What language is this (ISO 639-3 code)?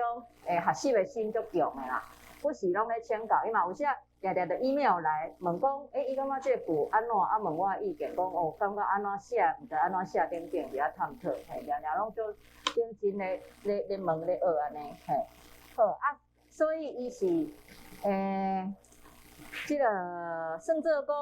nan